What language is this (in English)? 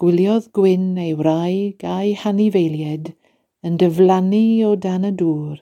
Welsh